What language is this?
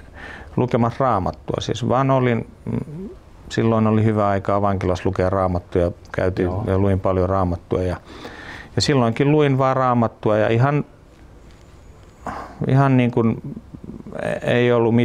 Finnish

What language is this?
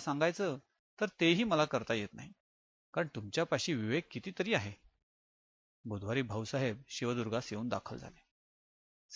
Marathi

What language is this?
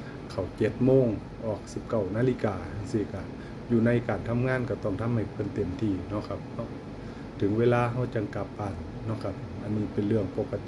Northeastern Thai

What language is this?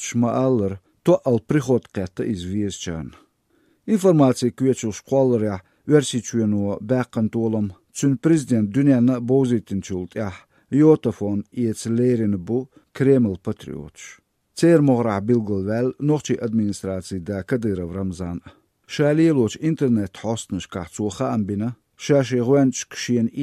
Chechen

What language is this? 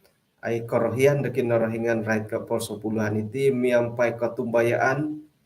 Central Dusun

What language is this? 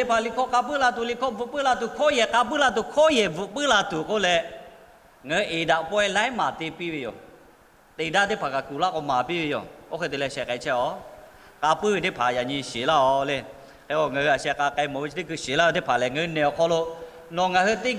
Lahu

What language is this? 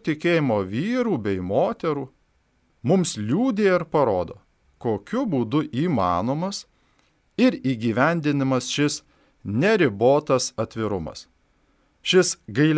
Lithuanian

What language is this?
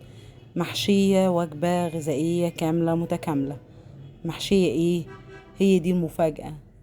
Egyptian Arabic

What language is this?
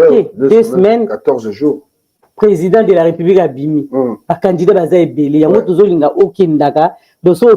Lingala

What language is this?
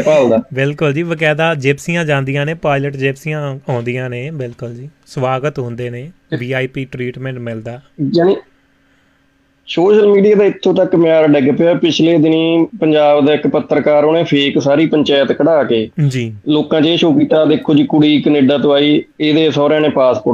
Punjabi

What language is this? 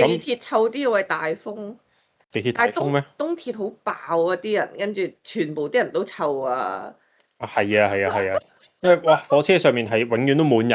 Cantonese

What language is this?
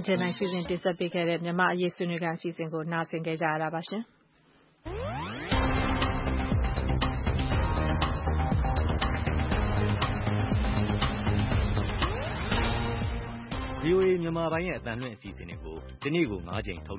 Burmese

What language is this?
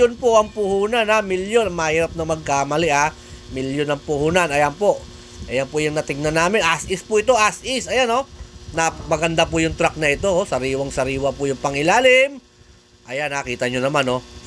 Filipino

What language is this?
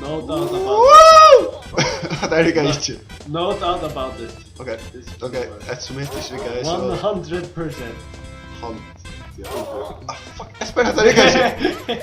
Faroese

